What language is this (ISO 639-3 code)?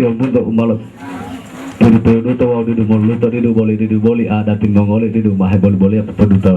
gor